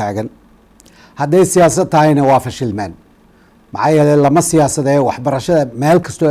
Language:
Somali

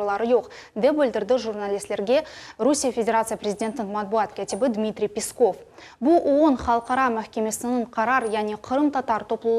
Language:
Crimean Tatar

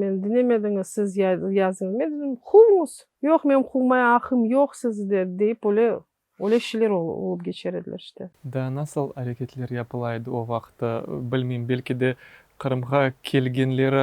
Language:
Crimean Tatar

